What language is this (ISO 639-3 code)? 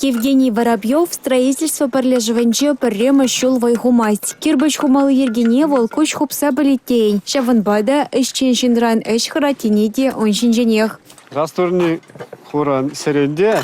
chv